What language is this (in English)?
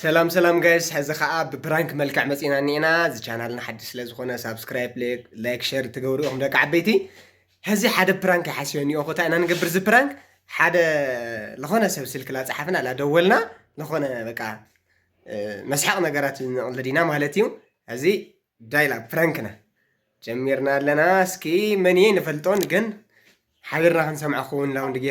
Tigrinya